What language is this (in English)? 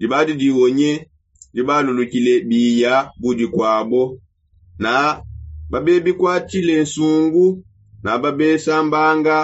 Songe